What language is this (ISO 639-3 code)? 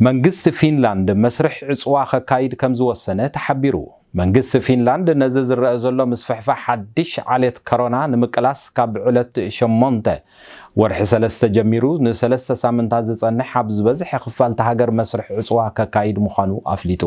tir